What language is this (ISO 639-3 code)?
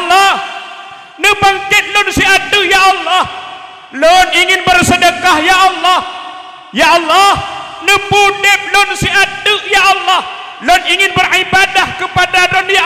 ace